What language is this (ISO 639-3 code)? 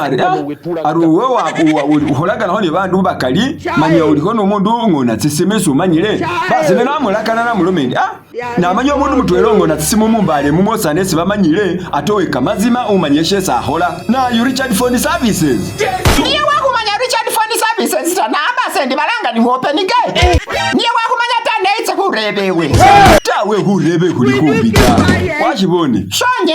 myx